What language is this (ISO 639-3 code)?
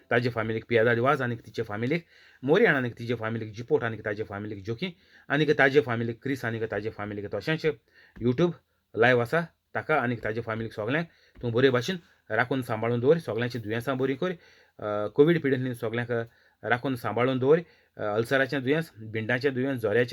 kok